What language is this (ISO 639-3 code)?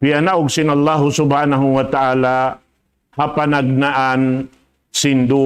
tsg